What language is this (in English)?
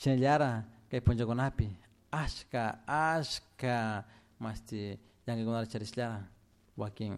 Chimborazo Highland Quichua